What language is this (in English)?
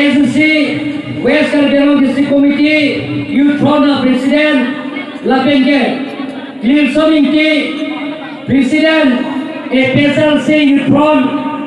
Karbi